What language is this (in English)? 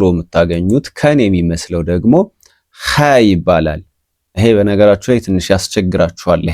Amharic